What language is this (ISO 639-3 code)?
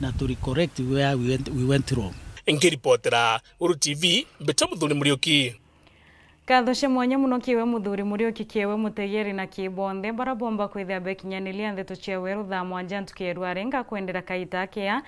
mer